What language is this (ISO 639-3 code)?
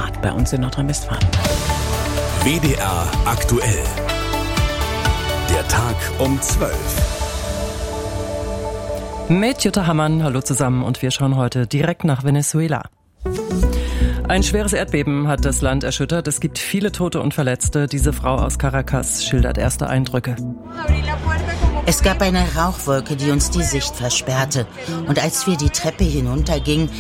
deu